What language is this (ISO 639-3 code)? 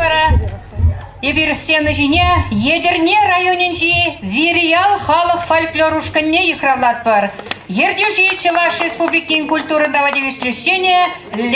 chv